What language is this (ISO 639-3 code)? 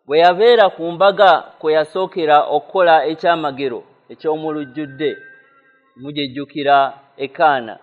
lug